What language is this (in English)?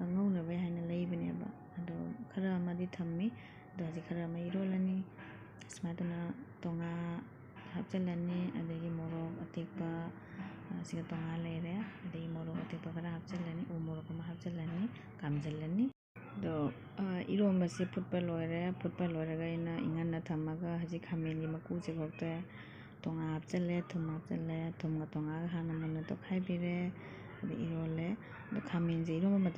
Manipuri